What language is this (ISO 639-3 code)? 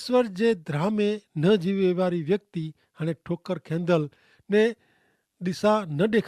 kfr